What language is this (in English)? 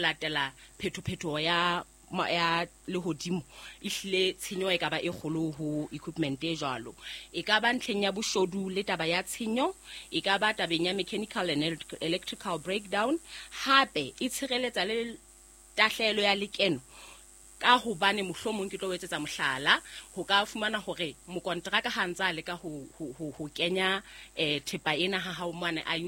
Southern Sotho